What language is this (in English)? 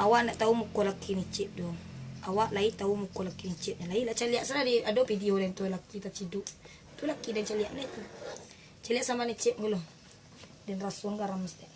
Minangkabau